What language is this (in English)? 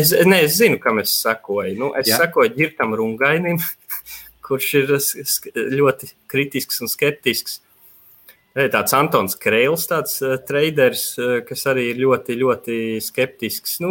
Latvian